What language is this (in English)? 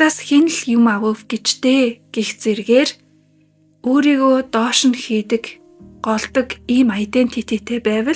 Mongolian